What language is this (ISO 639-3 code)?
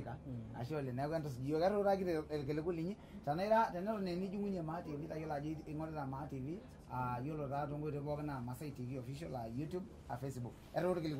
mas